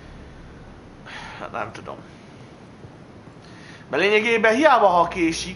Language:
Hungarian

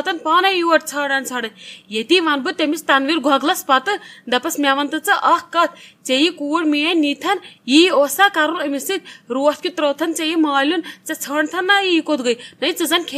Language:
Kashmiri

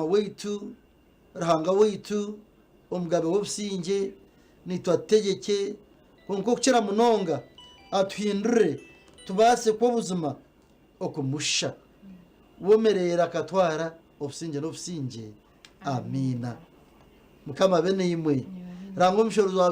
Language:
Nyankole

